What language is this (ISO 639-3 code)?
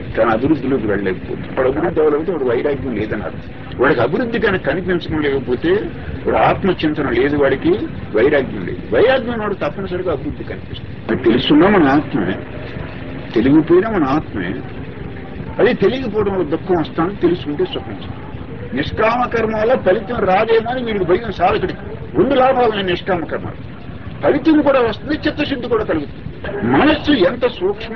tel